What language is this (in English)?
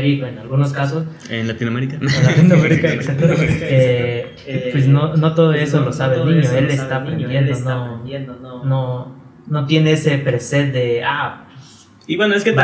Spanish